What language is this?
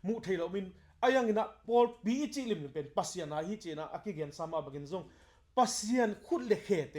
Tedim Chin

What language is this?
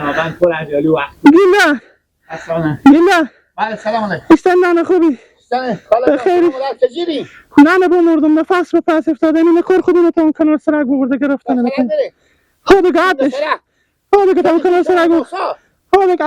Persian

